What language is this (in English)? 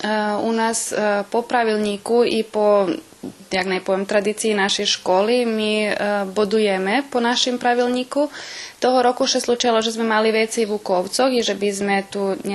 Rusyn